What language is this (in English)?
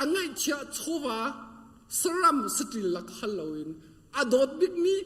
Hakha Chin